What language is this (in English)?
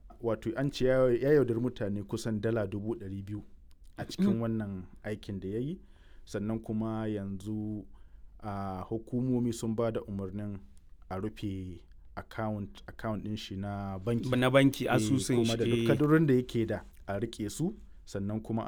Hausa